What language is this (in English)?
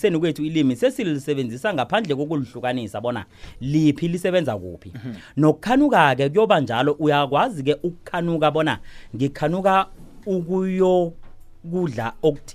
South Ndebele